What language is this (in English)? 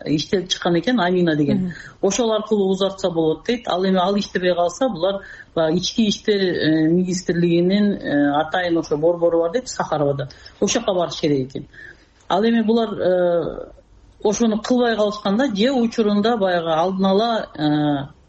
Kyrgyz